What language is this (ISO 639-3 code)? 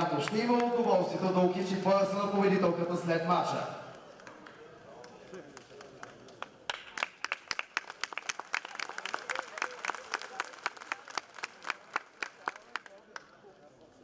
bul